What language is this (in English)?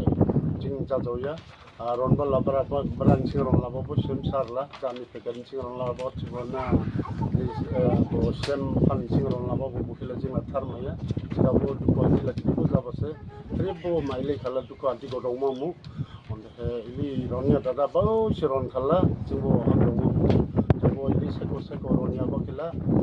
Dimasa